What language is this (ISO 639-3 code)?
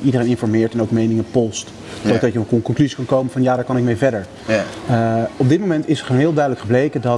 nld